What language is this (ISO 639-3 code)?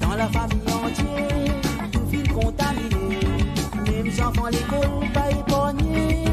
mfe